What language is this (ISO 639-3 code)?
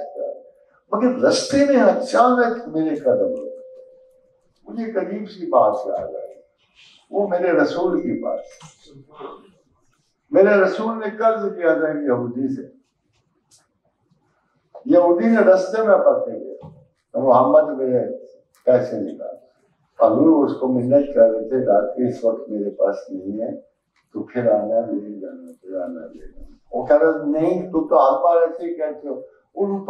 urd